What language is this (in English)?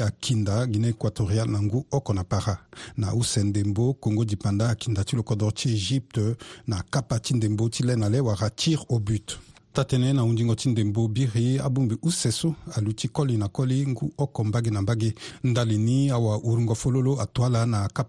Sango